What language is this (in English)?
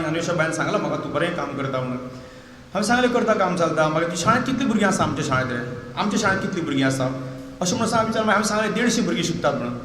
Konkani